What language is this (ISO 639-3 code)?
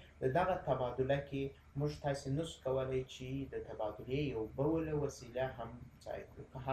pus